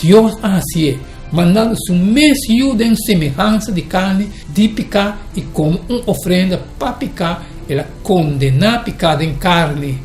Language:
Papiamento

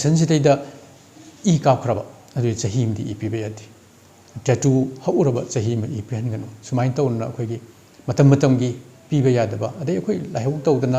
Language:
Manipuri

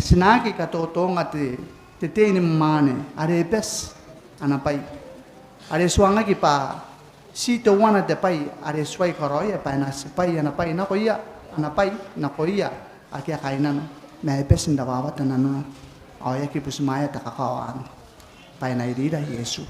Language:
Gilbertese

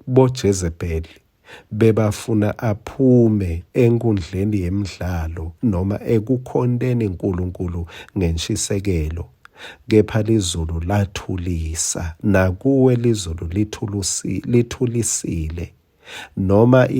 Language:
Swati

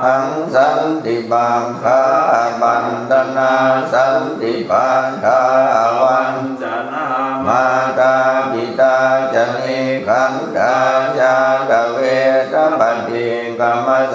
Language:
Pali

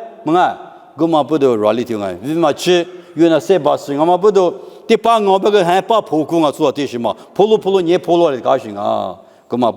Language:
Lisu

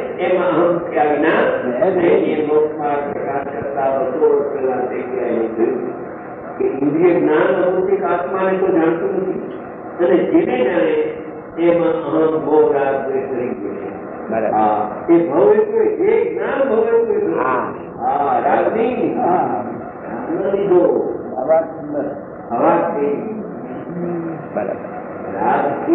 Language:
Gujarati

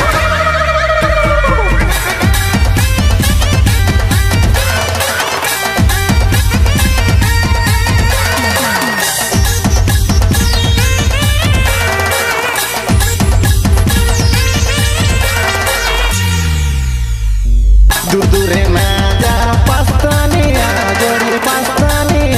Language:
Sadri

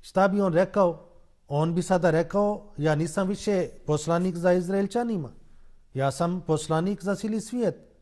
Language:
Bosnian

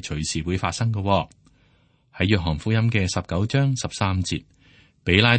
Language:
Cantonese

